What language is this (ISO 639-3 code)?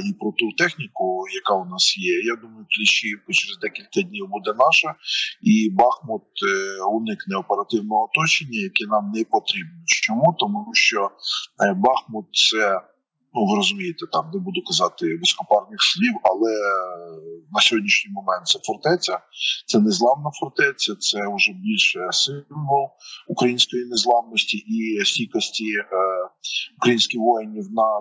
ukr